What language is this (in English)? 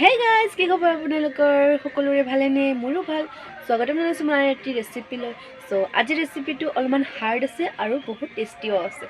Assamese